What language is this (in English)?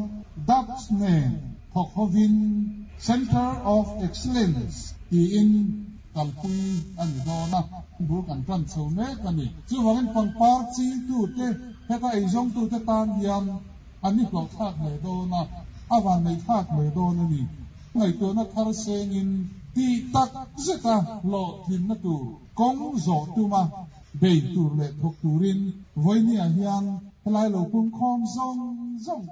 Mizo